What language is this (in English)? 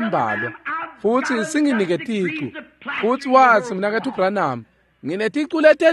Swati